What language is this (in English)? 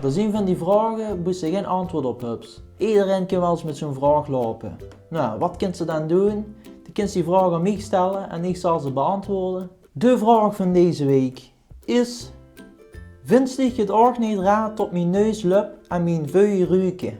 Limburgish